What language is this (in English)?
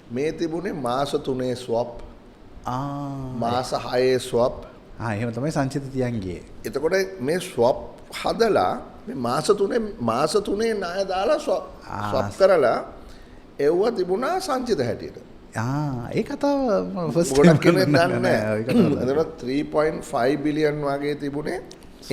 Sinhala